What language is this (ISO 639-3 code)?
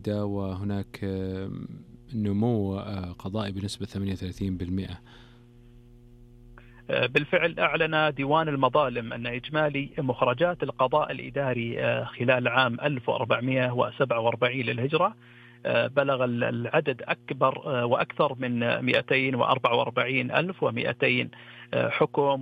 ara